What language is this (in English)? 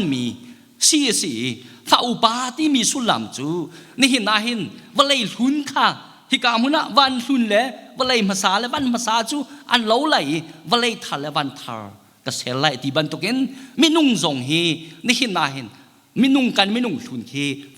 Hakha Chin